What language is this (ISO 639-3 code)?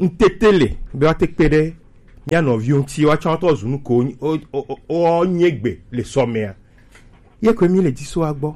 gej